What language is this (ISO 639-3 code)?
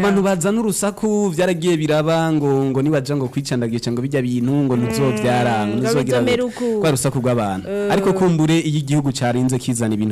run